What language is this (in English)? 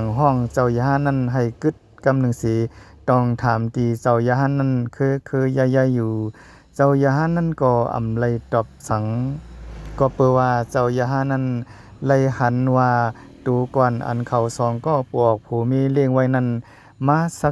Shan